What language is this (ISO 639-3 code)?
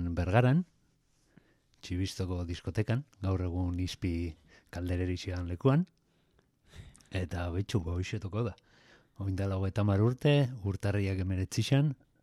eus